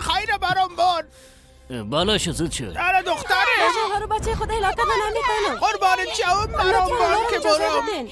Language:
Persian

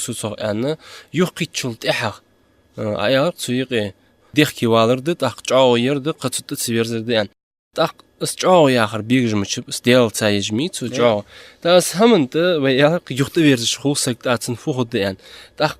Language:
Ingush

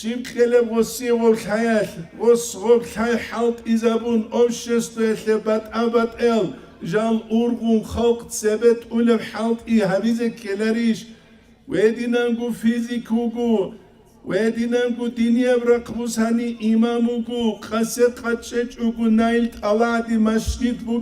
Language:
Avaric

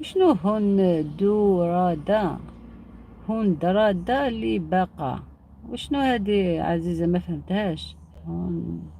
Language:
Algerian Arabic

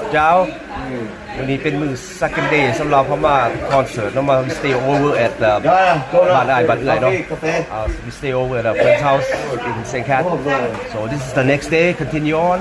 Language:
Lao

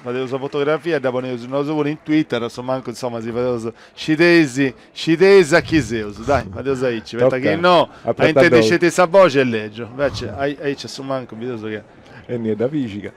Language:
Sardinian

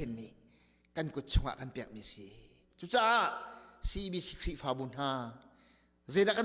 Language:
Hakha Chin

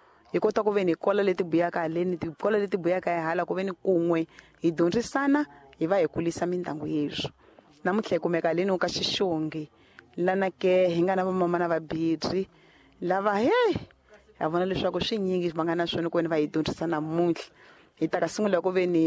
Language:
Tsonga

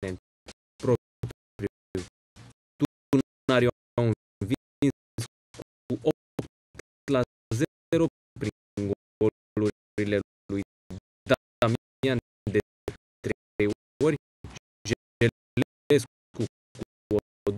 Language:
Romanian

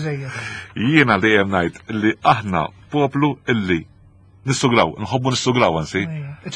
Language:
Maltese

